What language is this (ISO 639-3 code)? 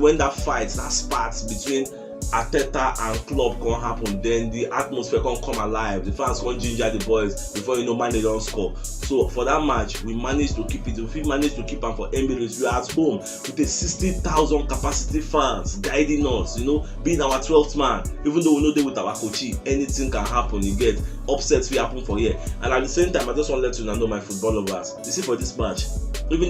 pcm